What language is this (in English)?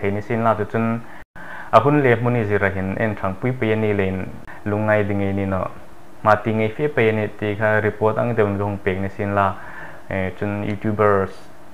Hmar